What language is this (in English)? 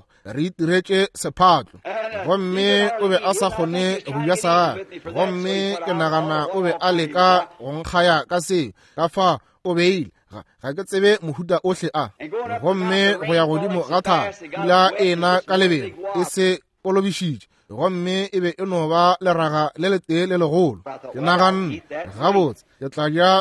Northern Sotho